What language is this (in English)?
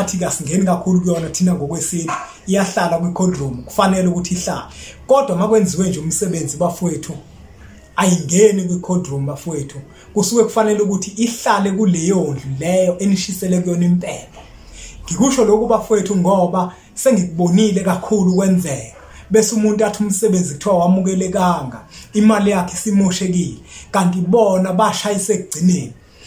Zulu